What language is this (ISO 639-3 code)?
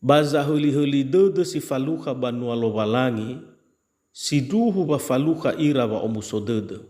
nia